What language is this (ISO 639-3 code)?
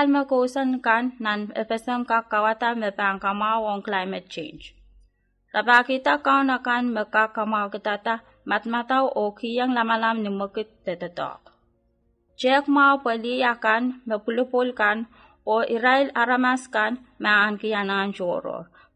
pon